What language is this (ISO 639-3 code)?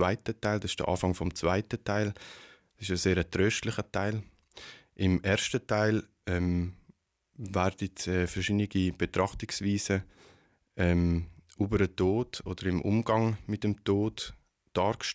gsw